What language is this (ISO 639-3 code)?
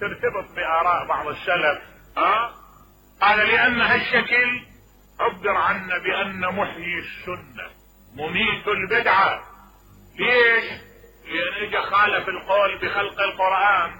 acm